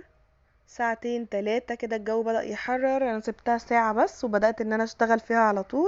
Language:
Egyptian Arabic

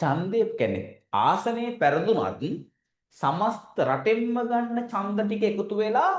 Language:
Sinhala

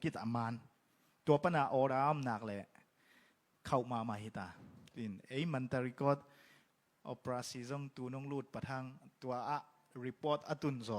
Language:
Tedim Chin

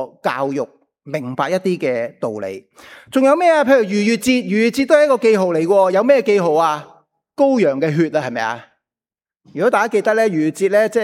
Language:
Cantonese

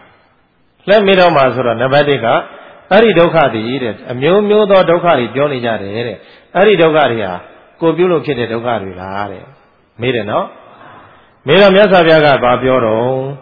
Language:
Burmese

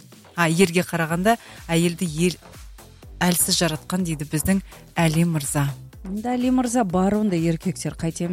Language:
Kazakh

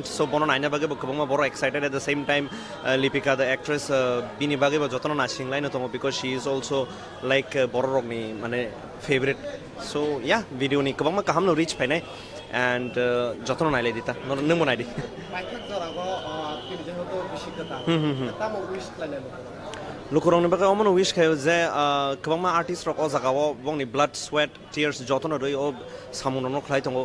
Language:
Kok Borok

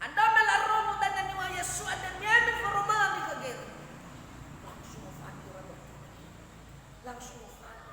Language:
Nias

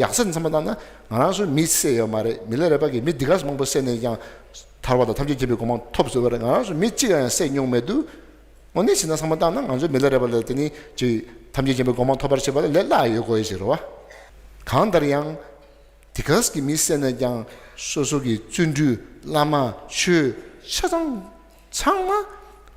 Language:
Tibetan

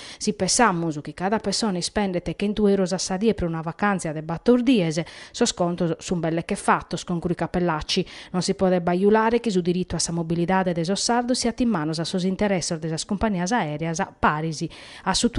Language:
Sardinian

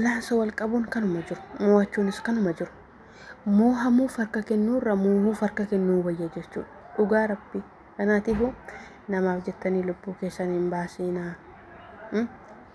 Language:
Oromo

